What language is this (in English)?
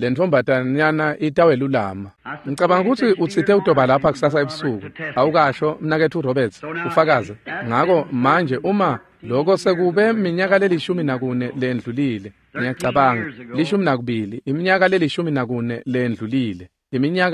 Swati